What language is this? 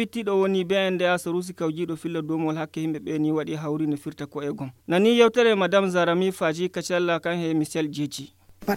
Fula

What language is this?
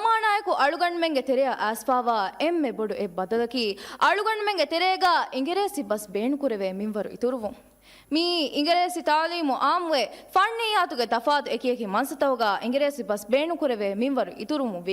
Divehi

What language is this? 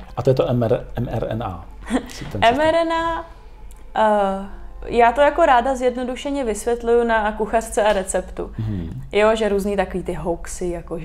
Czech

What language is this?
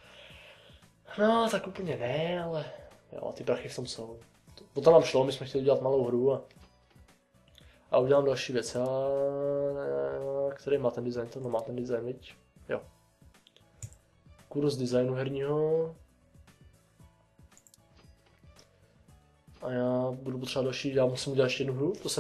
Czech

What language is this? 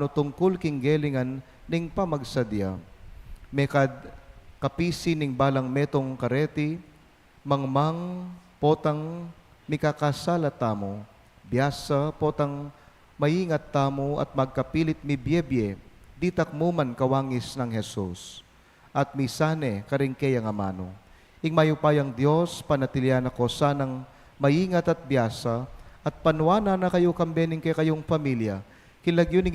Pampanga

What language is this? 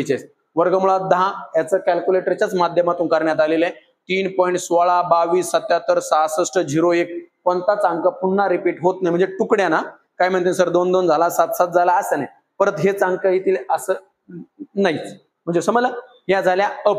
Marathi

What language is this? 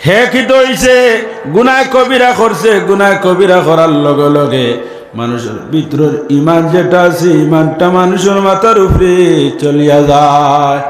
Sylheti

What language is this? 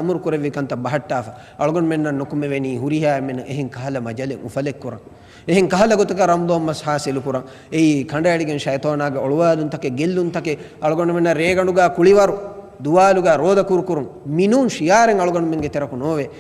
Divehi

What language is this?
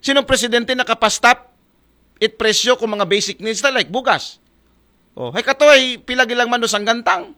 Aklanon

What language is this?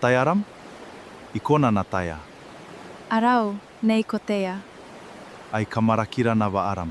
Gilbertese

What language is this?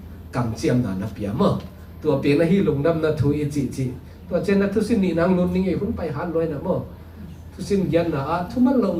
Tedim Chin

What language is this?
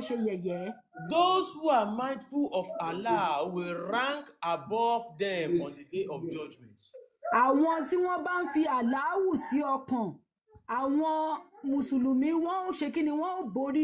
Yoruba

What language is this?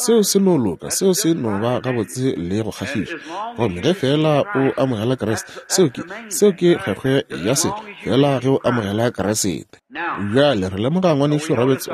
Northern Sotho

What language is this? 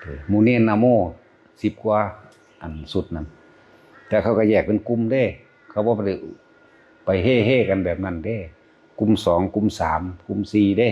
Northeastern Thai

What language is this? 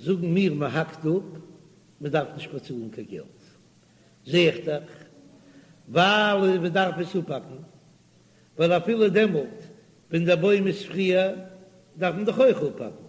Yiddish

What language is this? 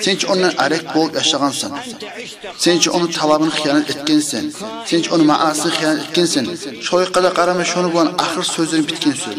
Kumyk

